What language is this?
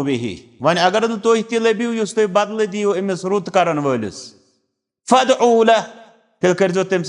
Kashmiri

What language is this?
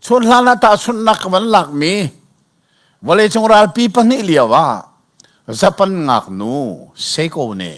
Hakha Chin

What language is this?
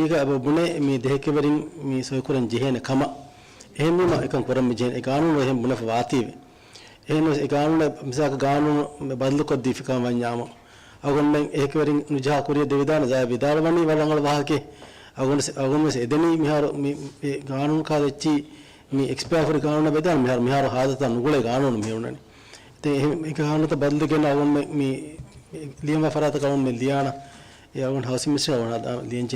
Divehi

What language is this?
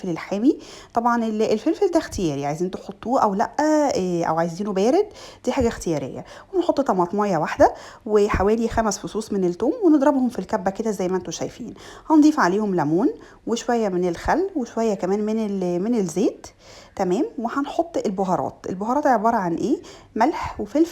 Egyptian Arabic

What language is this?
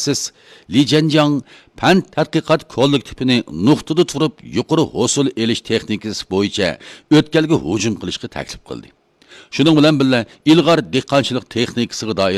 Uyghur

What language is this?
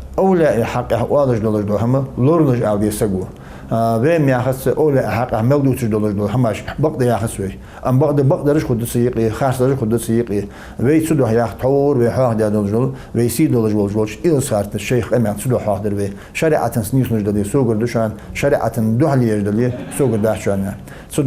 Ingush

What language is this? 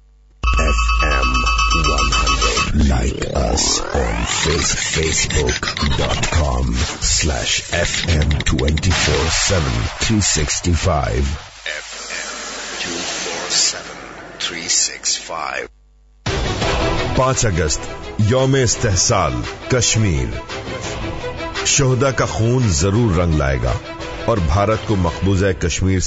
Urdu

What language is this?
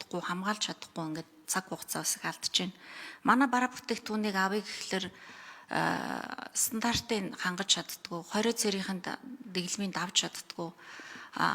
Mongolian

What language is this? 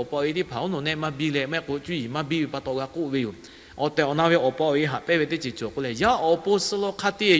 Lahu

